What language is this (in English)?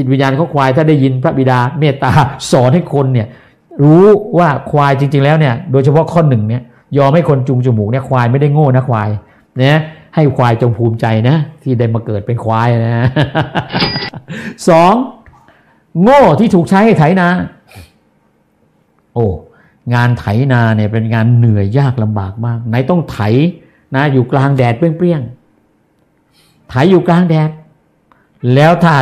Thai